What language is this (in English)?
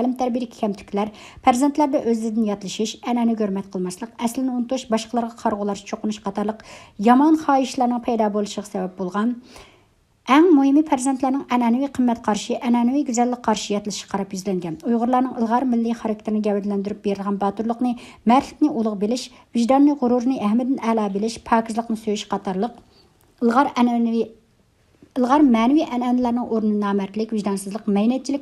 Uyghur